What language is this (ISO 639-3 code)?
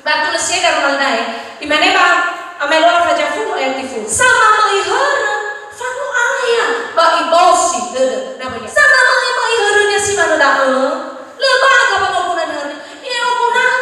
nia